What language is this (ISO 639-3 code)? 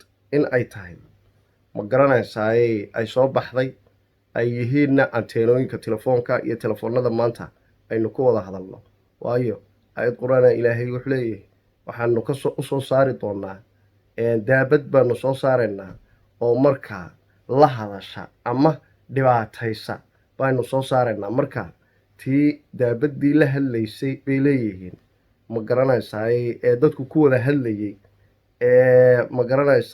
som